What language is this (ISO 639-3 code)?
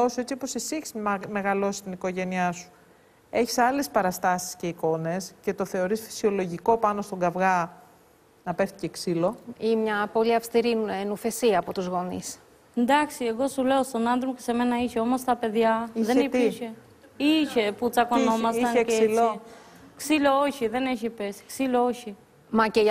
ell